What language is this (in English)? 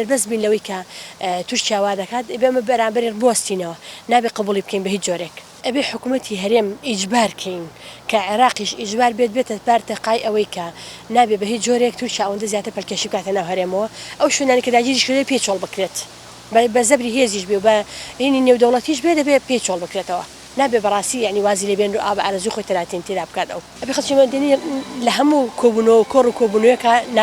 Central Kurdish